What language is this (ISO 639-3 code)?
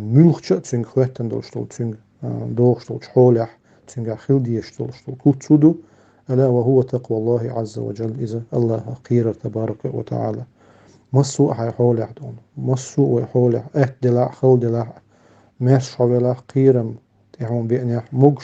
che